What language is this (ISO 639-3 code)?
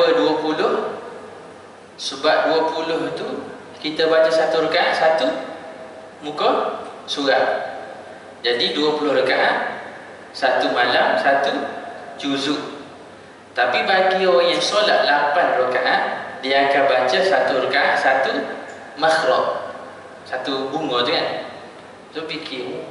msa